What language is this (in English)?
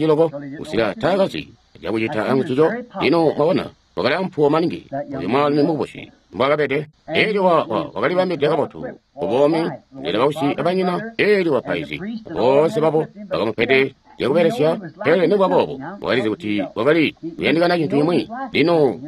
Tonga (Zambia)